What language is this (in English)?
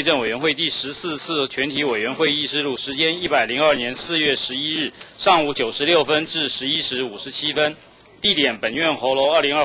Chinese